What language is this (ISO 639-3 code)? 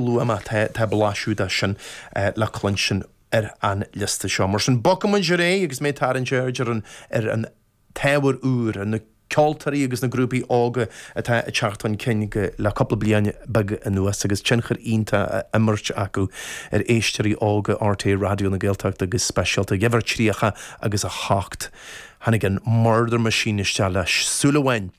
gle